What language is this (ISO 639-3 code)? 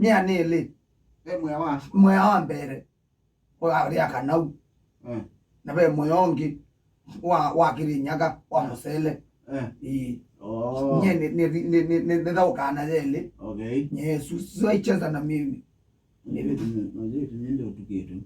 kam